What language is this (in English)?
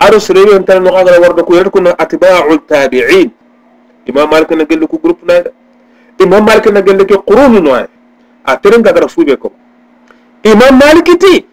Soninke